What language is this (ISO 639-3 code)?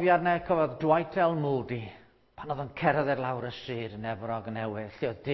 cym